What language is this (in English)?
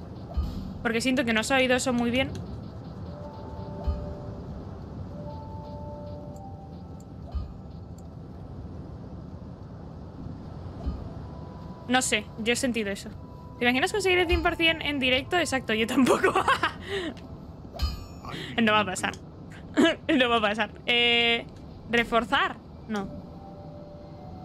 Spanish